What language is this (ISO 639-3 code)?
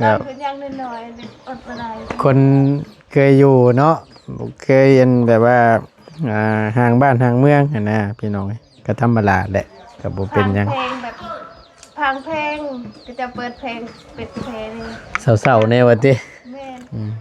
tts